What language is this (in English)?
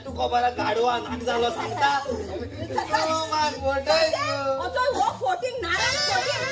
Konkani